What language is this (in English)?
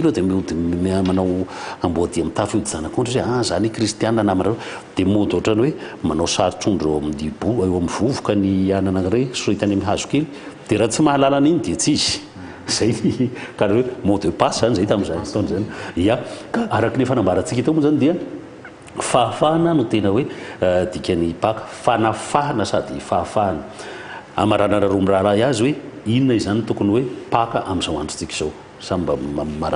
Malagasy